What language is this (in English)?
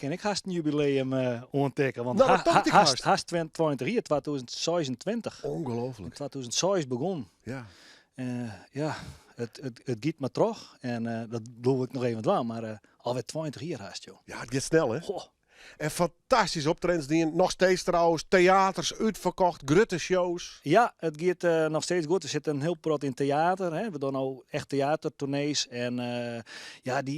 Western Frisian